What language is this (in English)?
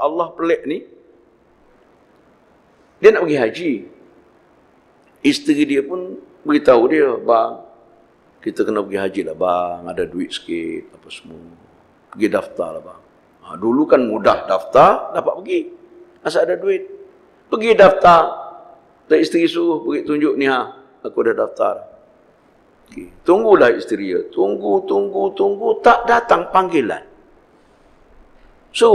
Malay